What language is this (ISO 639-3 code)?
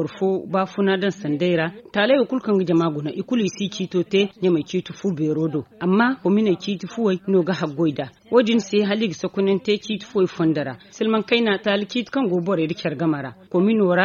dje